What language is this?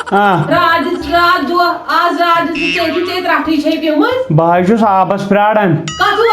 Kashmiri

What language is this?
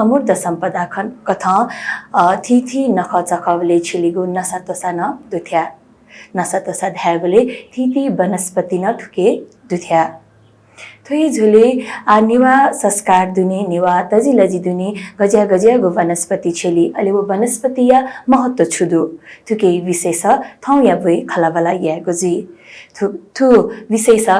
Newari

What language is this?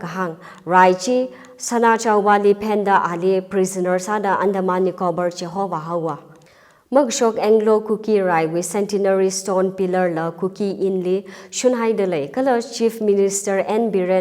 Tangkhul Naga (India)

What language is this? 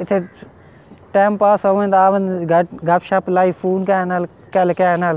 Saraiki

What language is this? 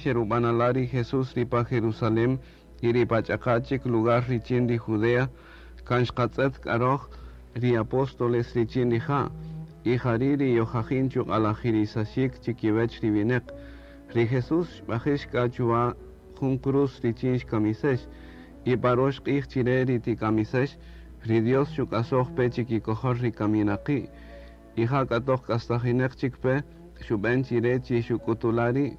Kaqchikel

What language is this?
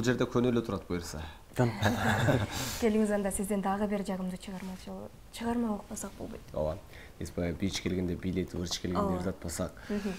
Kyrgyz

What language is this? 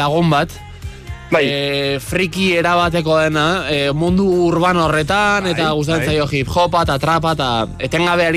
Basque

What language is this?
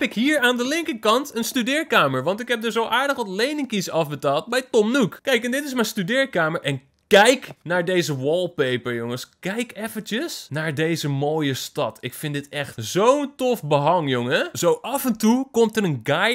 Dutch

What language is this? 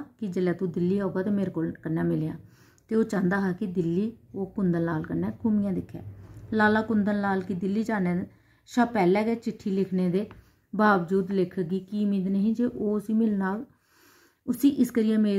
Dogri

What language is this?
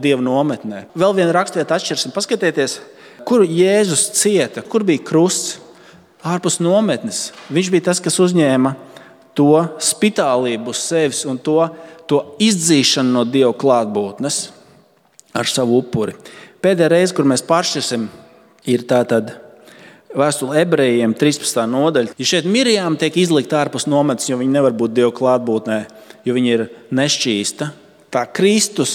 Latvian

